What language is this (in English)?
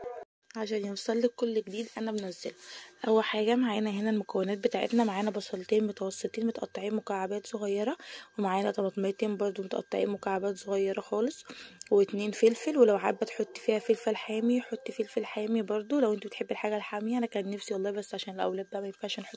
Egyptian Arabic